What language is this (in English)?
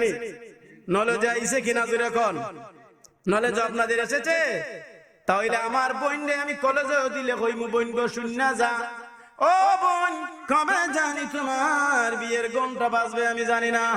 Sylheti